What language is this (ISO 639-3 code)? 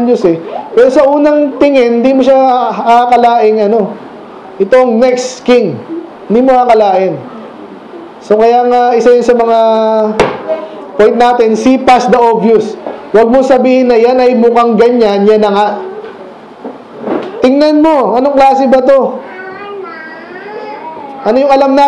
fil